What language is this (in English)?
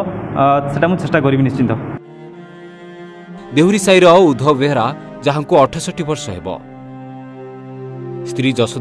Odia